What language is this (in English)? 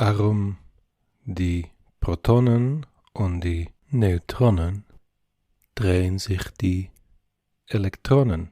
Yiddish